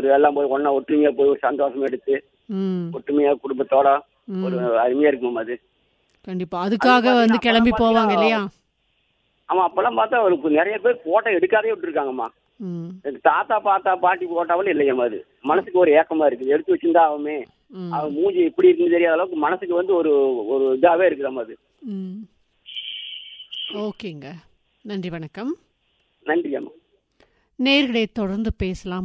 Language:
Tamil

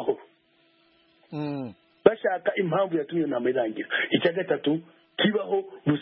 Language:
Kinyarwanda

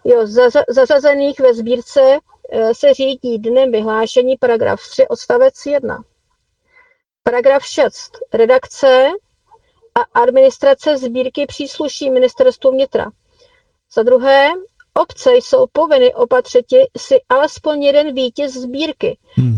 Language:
Czech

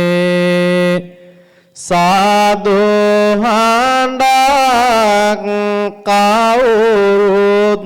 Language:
Sinhala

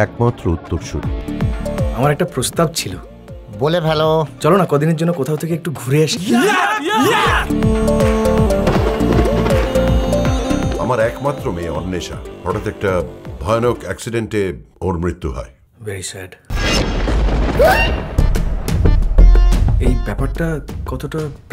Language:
Bangla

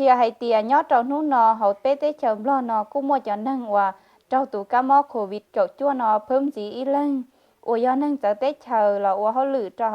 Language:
Hmong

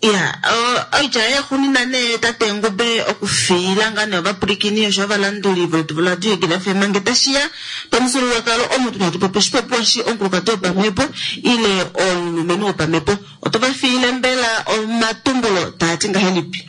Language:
Kuanyama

